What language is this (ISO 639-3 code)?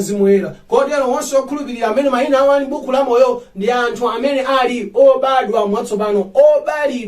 nya